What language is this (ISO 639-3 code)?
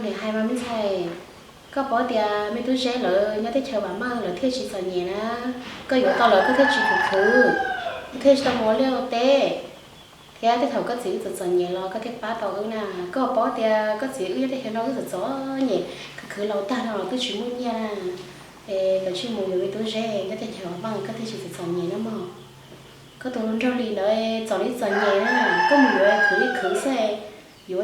hmn